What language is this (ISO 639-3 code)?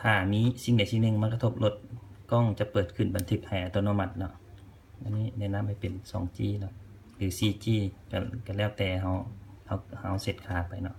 lao